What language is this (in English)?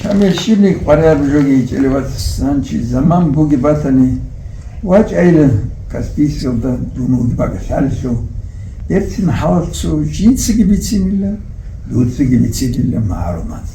Avaric